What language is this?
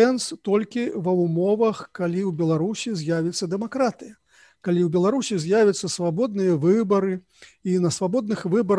Belarusian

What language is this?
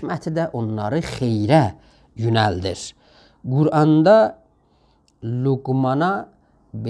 South Azerbaijani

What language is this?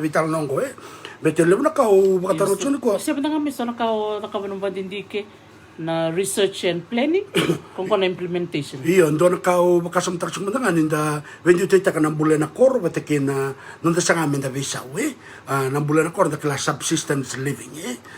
Fijian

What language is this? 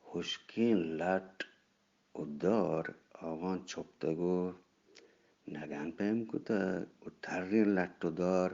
Eastern Balochi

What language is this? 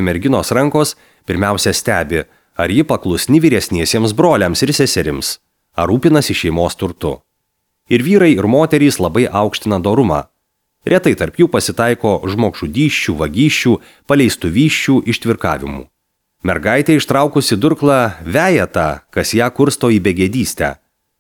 Lithuanian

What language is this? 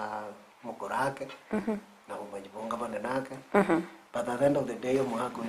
Gusii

